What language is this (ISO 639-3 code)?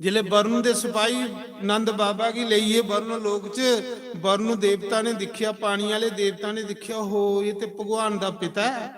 doi